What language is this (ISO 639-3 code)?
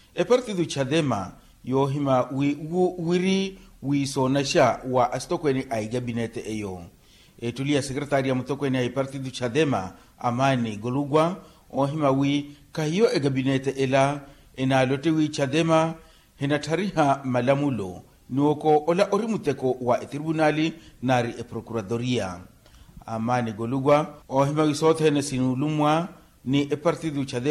vmw